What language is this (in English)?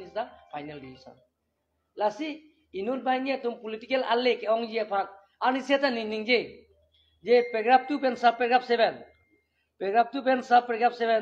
Karbi